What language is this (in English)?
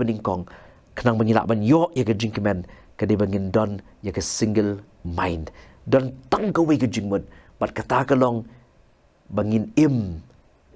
Khasi